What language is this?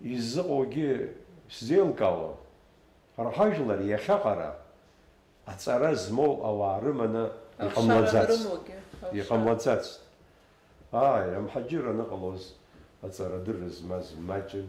Abkhazian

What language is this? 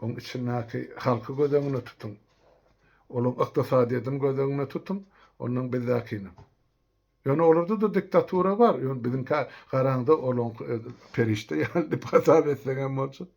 Turkmen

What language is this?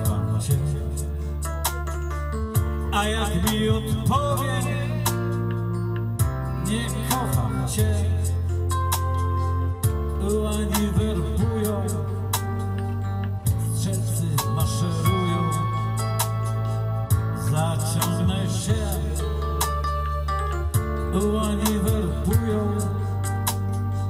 Polish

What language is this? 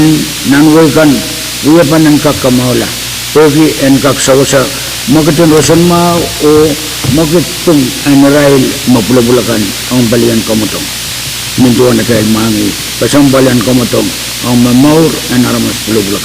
Pohnpeian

